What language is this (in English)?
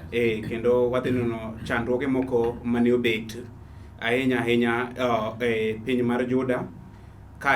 Luo (Kenya and Tanzania)